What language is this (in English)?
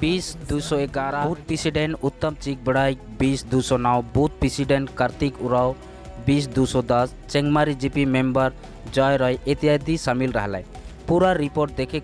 Sadri